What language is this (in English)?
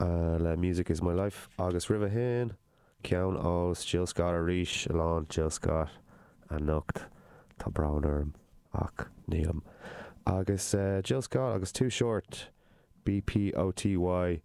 Irish